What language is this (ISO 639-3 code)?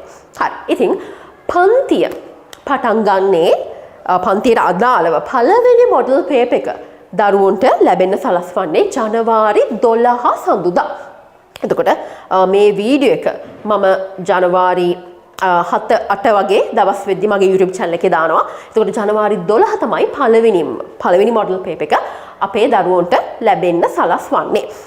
sin